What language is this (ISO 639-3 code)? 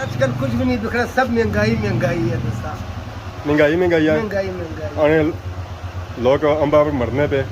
phr